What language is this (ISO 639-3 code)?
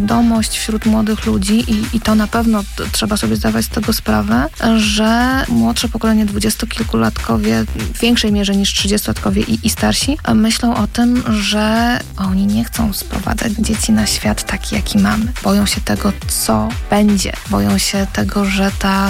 pol